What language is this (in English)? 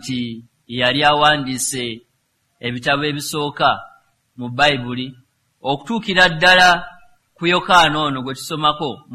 Ganda